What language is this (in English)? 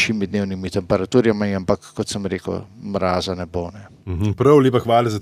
Slovenian